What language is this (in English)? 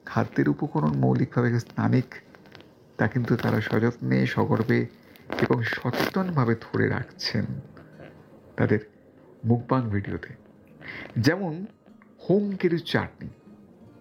Bangla